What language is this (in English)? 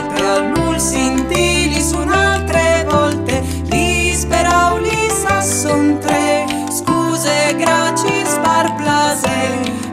Friulian